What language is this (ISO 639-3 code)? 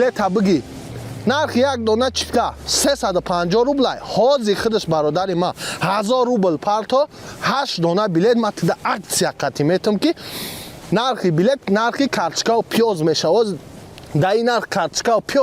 tgk